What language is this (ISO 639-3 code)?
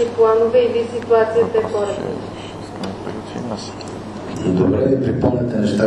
bul